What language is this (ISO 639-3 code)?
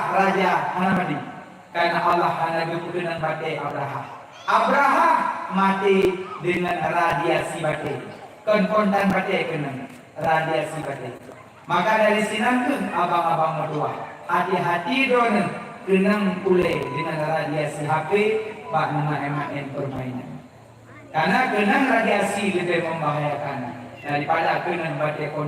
ace